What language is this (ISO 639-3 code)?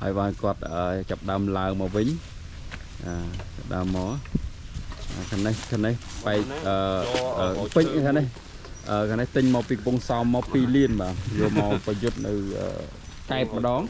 khm